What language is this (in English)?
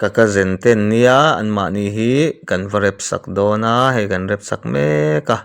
Mizo